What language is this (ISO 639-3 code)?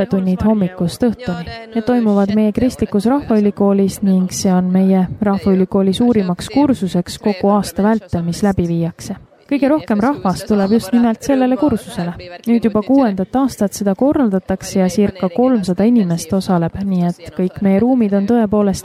est